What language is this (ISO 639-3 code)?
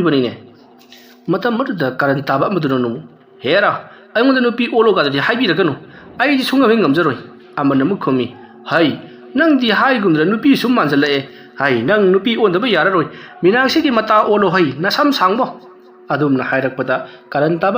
mni